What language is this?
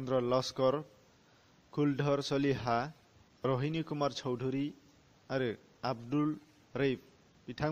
Bodo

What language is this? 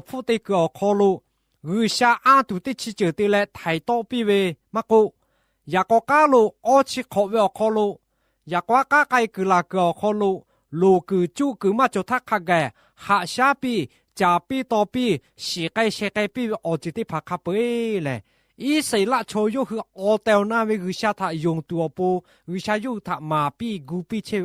Lahu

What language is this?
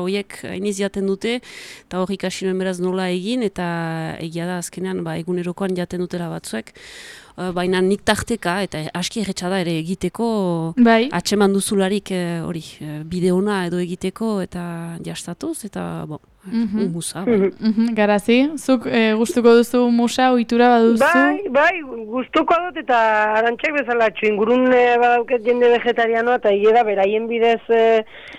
Basque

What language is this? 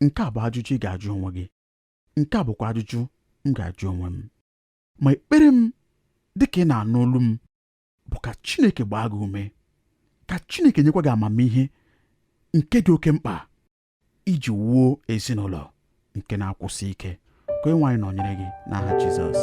Igbo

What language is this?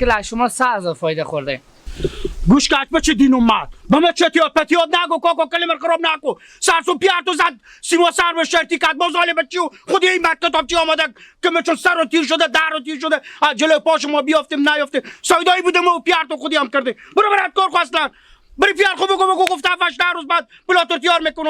Persian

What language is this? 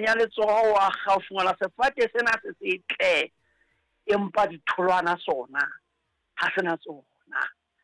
Southern Sotho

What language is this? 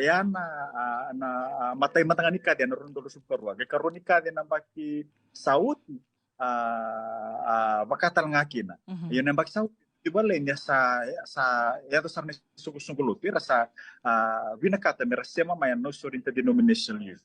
Fijian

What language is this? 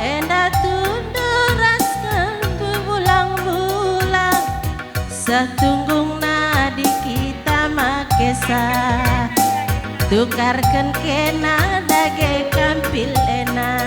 Batak Karo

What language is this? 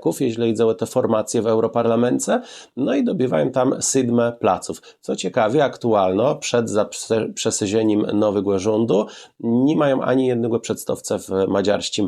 Kashubian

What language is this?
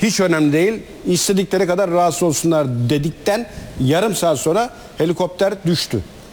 Turkish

